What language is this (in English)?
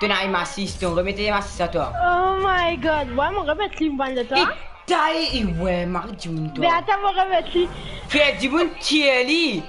Morisyen